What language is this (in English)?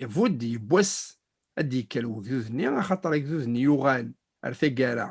Kabyle